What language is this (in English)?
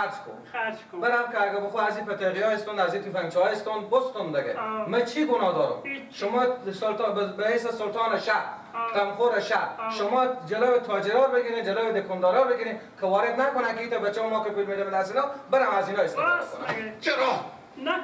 Persian